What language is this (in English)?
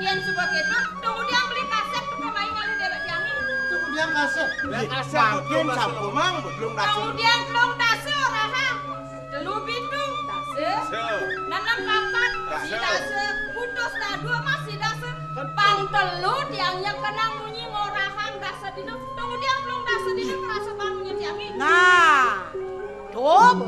Balinese